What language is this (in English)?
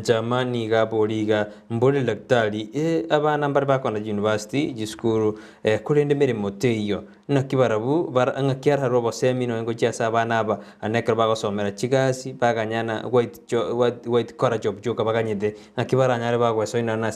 Gusii